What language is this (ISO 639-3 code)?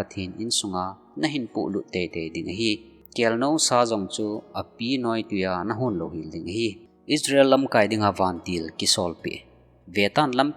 tcz